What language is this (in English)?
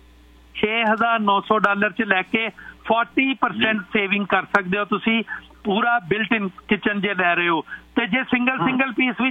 Punjabi